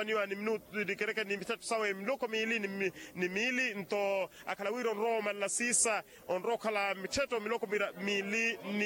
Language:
Makhuwa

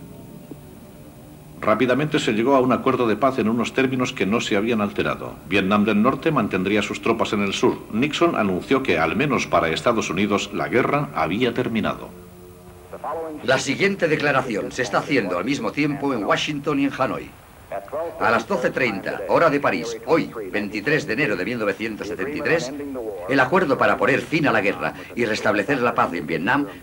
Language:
Spanish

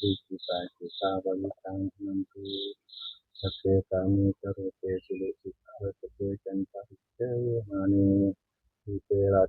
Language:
Northeastern Thai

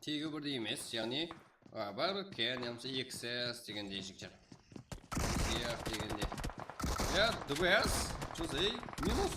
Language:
Kara-Kalpak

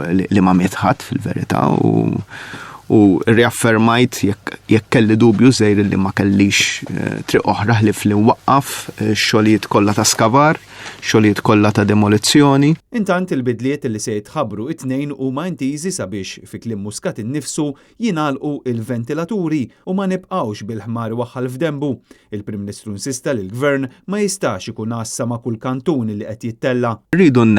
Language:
Maltese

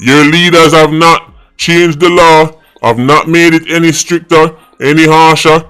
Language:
Jamaican Creole English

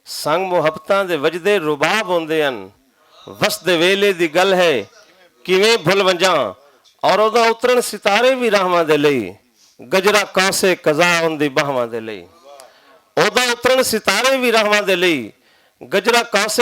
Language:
Western Panjabi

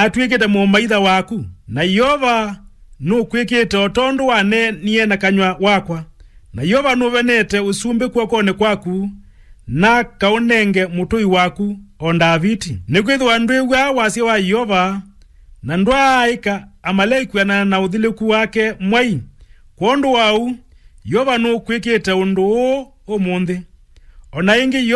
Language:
Kamba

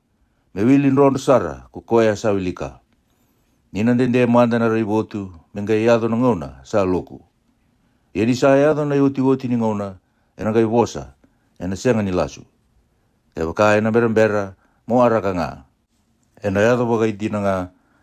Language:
Fijian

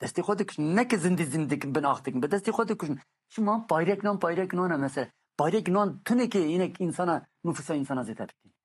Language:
Kurdish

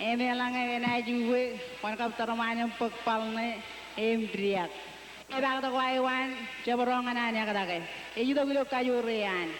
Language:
Marshallese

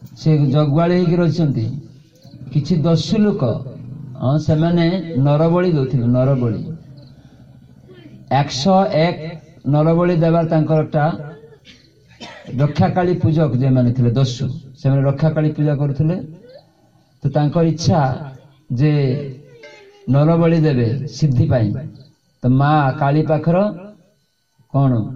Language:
Odia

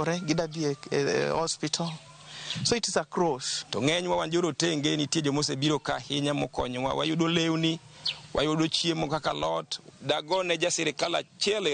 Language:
Luo (Kenya and Tanzania)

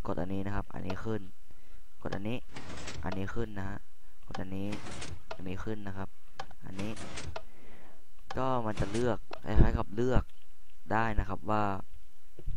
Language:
Thai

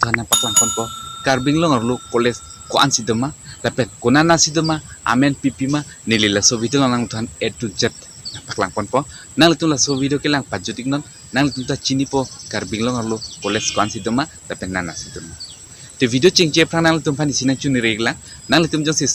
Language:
Karbi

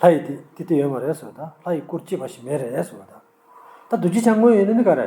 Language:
Tibetan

